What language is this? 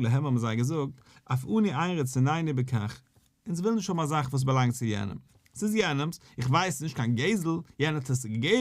Yiddish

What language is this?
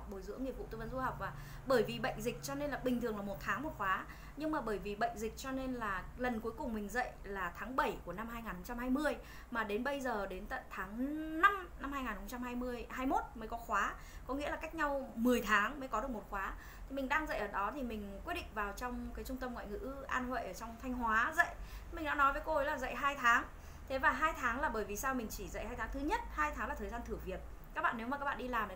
Vietnamese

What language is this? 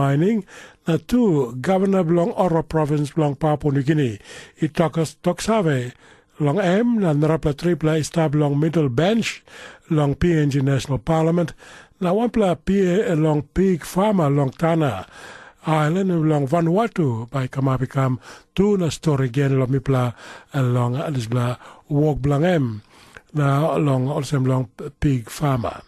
Tok Pisin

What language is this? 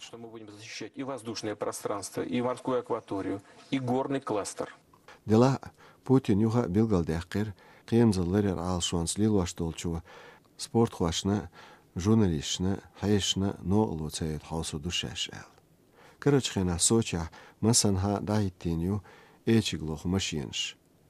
Chechen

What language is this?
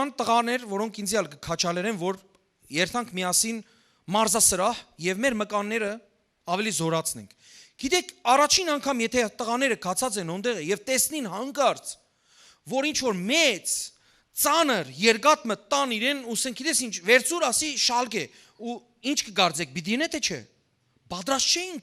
Western Armenian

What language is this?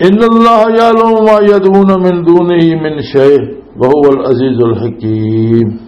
Western Panjabi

